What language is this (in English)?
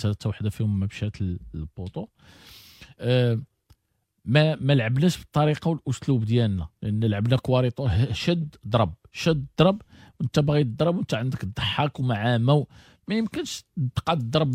Moroccan Arabic